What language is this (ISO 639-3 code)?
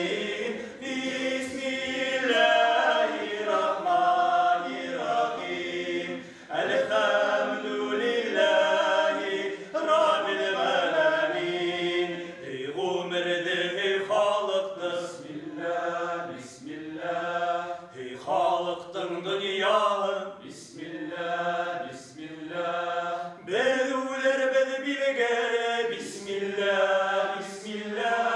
bak